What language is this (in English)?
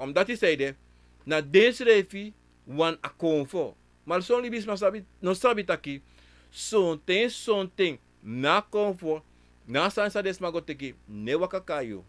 Sranan Tongo